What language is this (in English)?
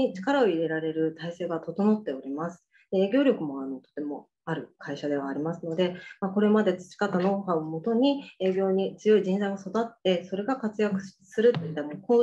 Japanese